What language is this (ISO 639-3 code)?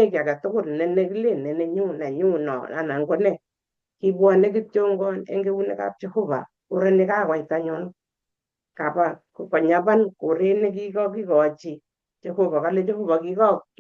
kln